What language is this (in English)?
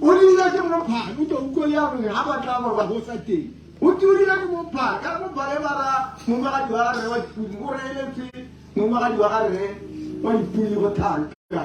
Tswana